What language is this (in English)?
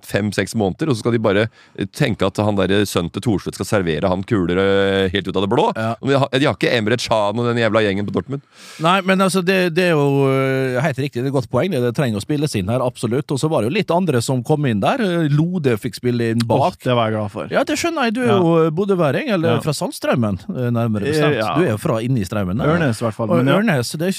Norwegian